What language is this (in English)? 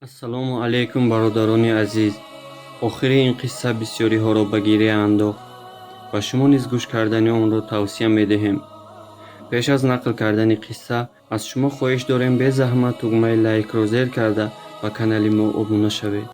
Tajik